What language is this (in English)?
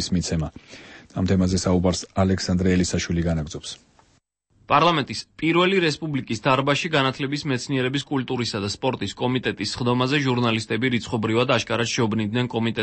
Georgian